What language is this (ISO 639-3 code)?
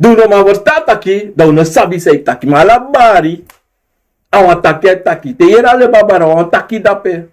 srn